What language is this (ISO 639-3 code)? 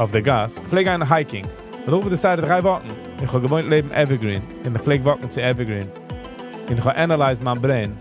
yid